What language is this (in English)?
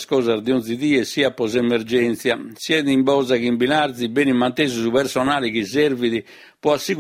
Sardinian